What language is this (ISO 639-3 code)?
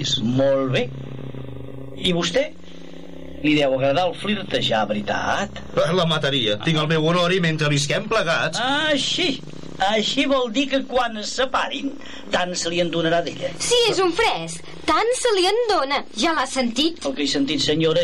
cat